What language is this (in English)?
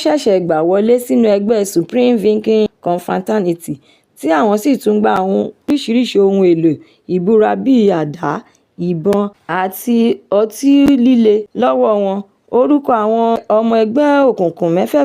Yoruba